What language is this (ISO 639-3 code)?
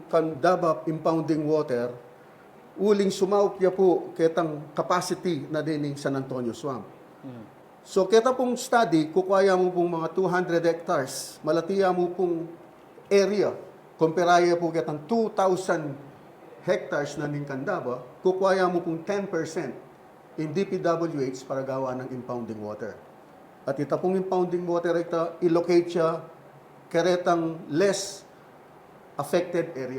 pam